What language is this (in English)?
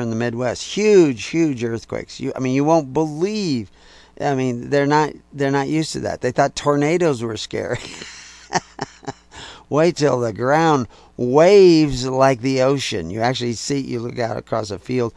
English